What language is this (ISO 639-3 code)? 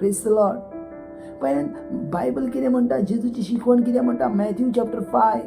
kok